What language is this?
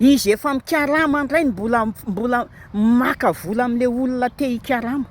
Malagasy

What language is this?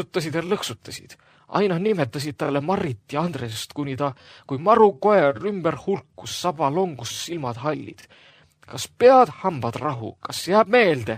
Estonian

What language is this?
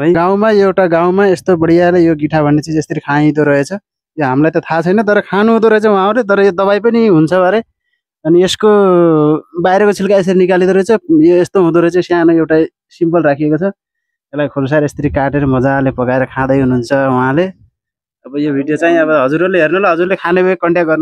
Nepali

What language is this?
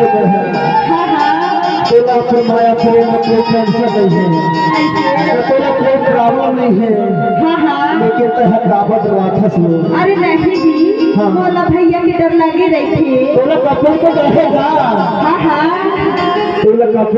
Chhattisgarhi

